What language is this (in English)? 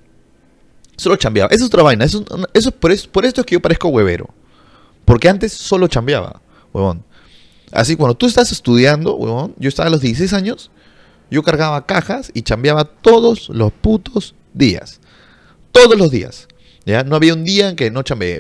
Spanish